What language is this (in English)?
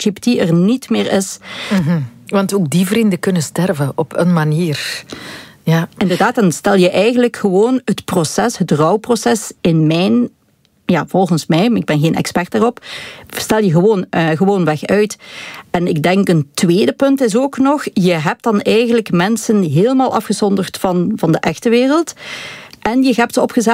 Dutch